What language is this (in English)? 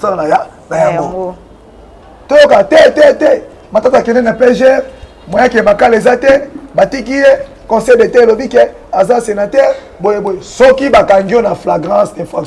Lingala